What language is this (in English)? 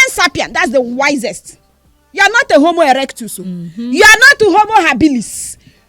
Nigerian Pidgin